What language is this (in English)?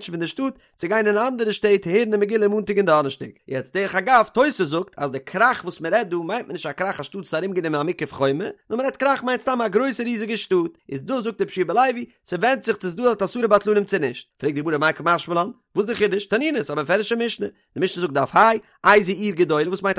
Yiddish